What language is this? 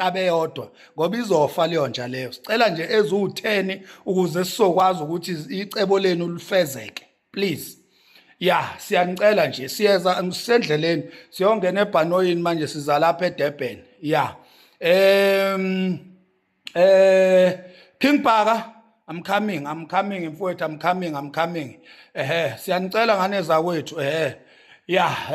Zulu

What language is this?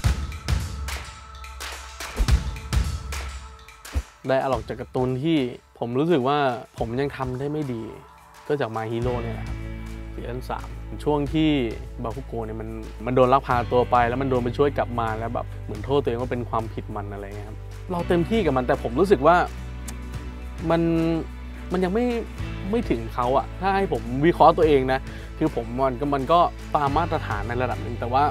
Thai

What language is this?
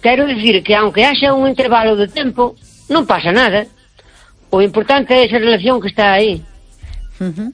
Galician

